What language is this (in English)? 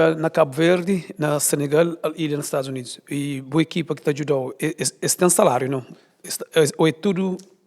Kabuverdianu